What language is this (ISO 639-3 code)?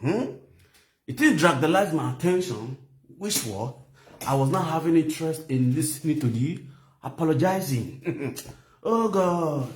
pcm